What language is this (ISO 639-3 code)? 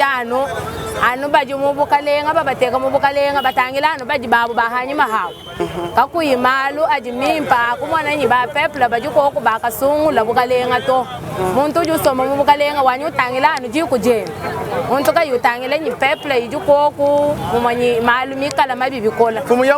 lua